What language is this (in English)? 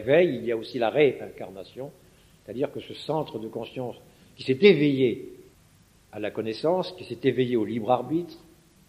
French